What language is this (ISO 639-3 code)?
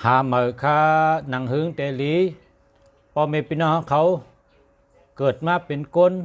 shn